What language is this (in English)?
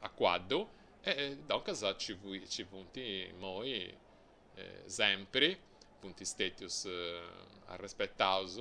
Sardinian